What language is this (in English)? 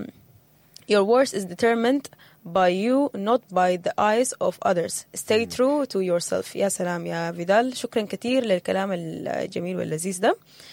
Sudanese Arabic